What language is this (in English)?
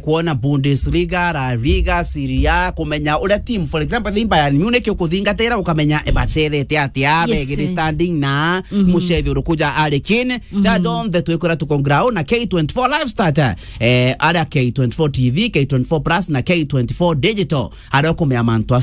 Meru